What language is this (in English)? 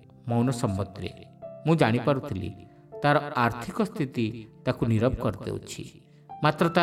Odia